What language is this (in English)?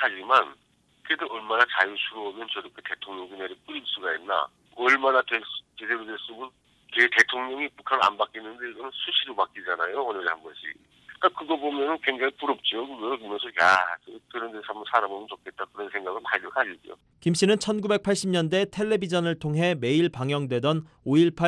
Korean